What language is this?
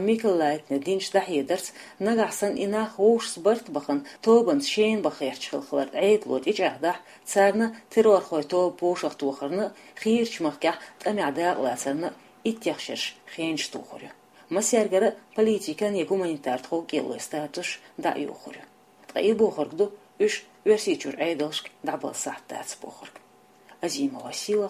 Chechen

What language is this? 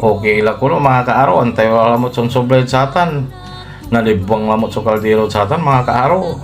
Pangasinan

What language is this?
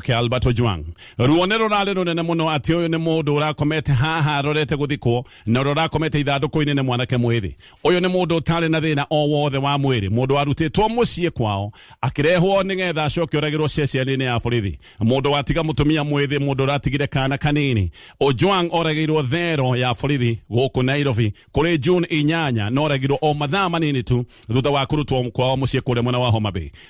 Kikuyu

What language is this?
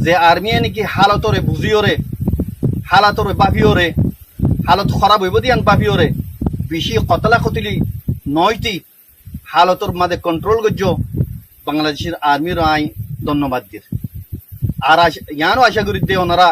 Rohingya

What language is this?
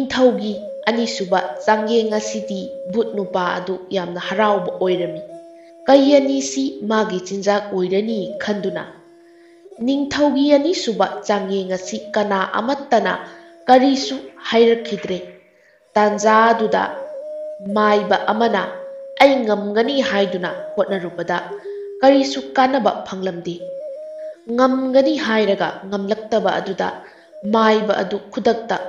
Manipuri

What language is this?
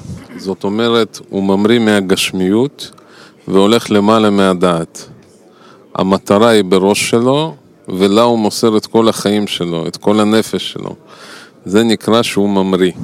Hebrew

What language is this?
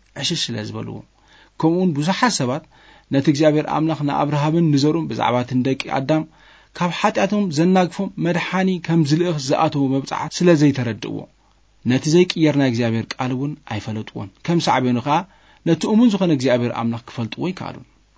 Tigrinya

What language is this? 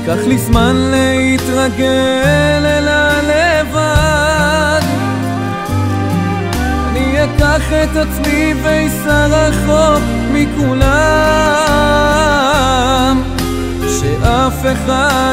Hebrew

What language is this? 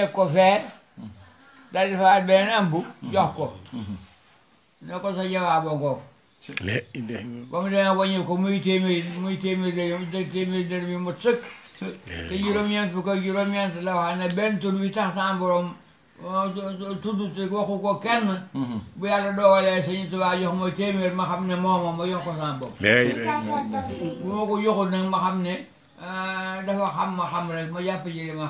Wolof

